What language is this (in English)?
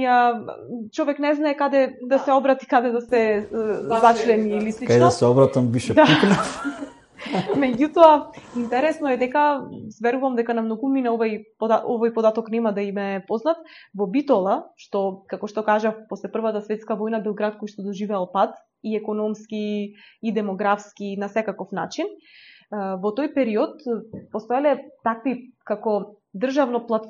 Macedonian